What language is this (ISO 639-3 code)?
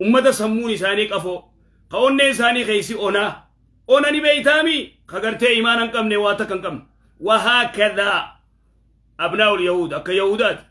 orm